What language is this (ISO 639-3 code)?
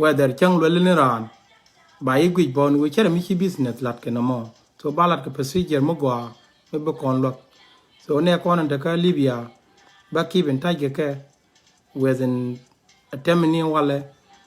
nus